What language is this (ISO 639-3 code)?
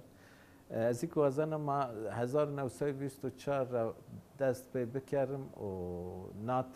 zza